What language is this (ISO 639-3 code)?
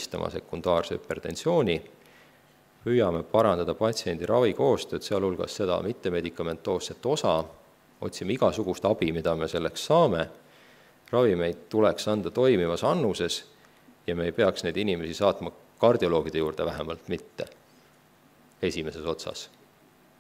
est